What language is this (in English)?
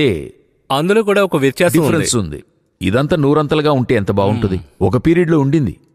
Telugu